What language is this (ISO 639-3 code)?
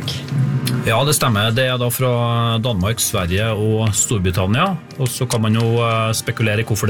nor